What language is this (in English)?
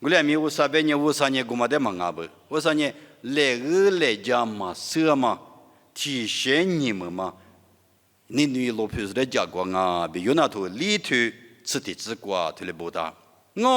Lisu